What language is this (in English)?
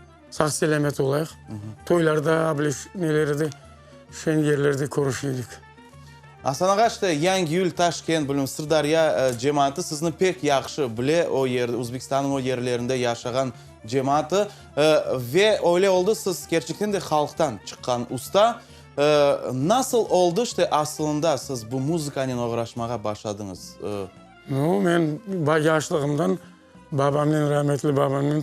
Crimean Tatar